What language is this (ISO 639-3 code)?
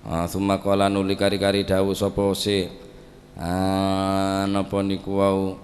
mad